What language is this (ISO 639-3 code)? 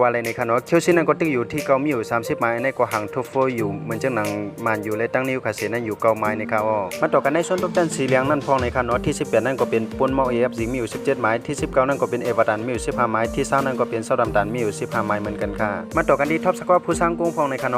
shn